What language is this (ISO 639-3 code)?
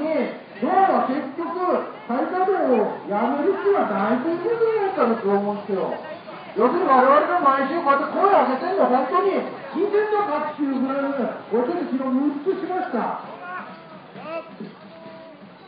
jpn